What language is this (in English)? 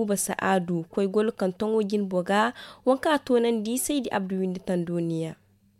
Zarma